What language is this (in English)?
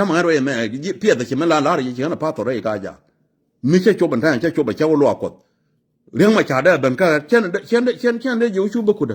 Nuer